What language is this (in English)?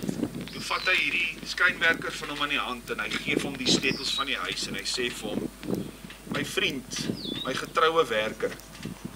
Afrikaans